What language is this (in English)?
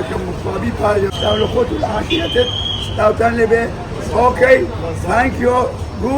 Kurdish